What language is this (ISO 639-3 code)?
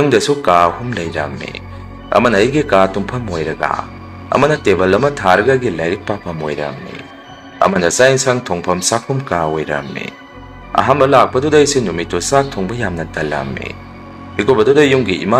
mni